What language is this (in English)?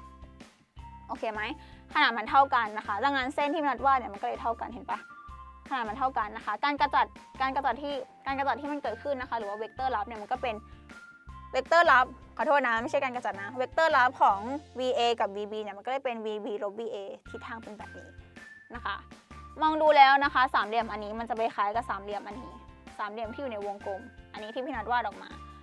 Thai